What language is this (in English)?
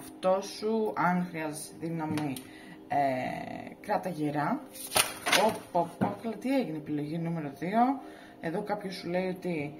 Greek